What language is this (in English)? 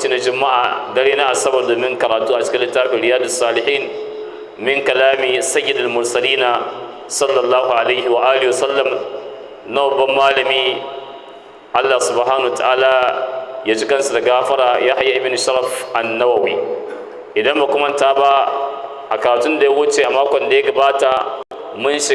Hausa